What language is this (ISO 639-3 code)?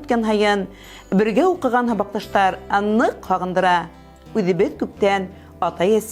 bak